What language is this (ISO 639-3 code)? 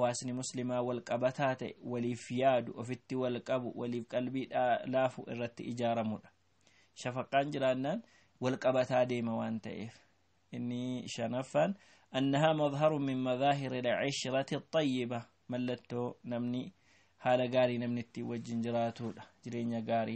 orm